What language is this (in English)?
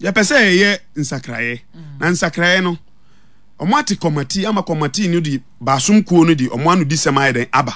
Akan